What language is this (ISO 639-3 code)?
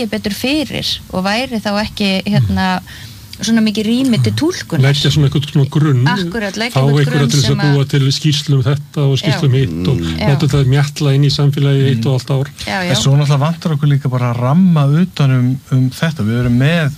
isl